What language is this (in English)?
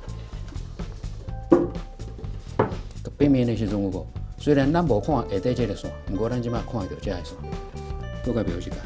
Min Nan Chinese